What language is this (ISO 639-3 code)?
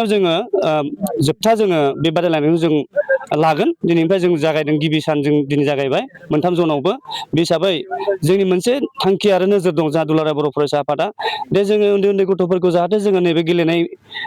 brx